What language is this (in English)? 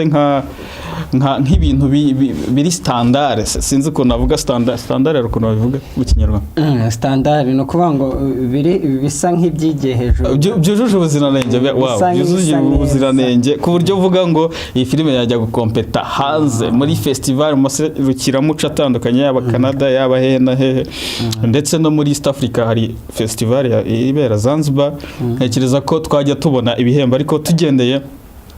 Kinyarwanda